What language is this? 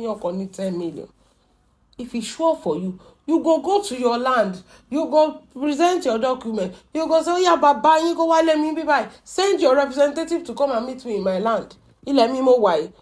Yoruba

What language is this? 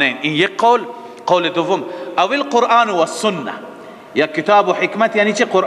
Persian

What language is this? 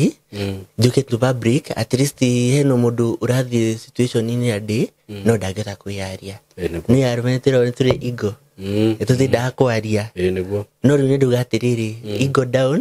Kikuyu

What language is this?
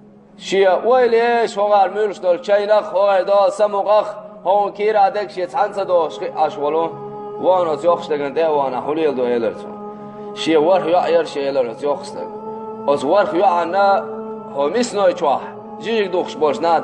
Chechen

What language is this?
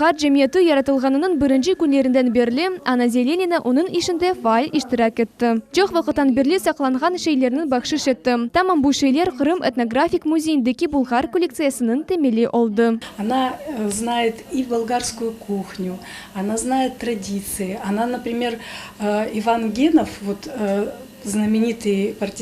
Crimean Tatar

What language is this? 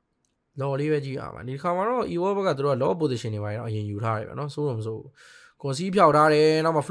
Burmese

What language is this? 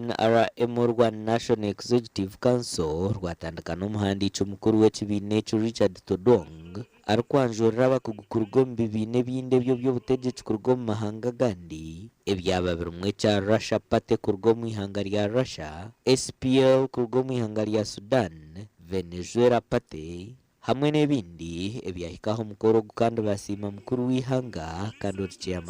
Nyankole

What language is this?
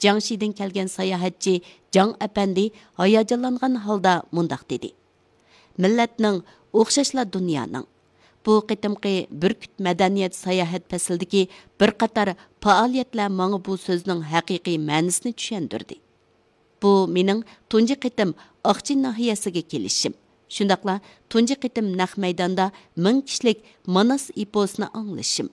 Uyghur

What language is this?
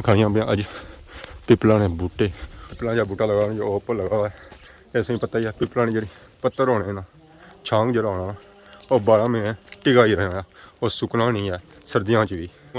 Pahari-Potwari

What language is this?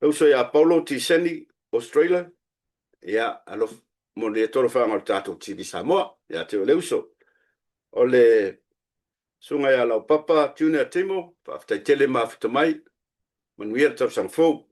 Samoan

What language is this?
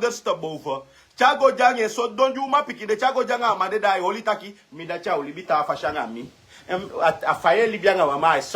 Sranan Tongo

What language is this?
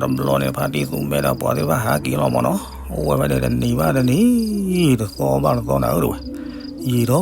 S'gaw Karen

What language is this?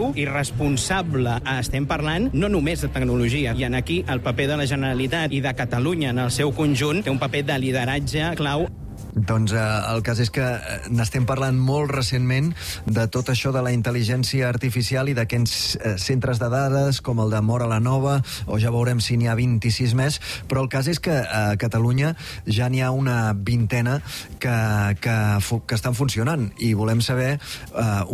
Catalan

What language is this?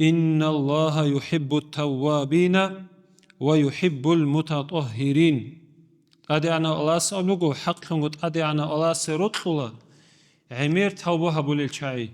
Avaric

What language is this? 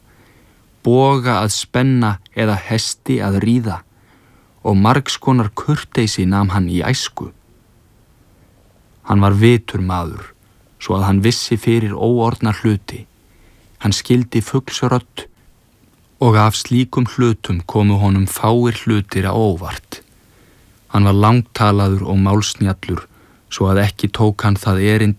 Icelandic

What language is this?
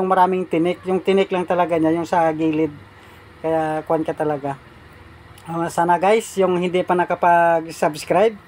Filipino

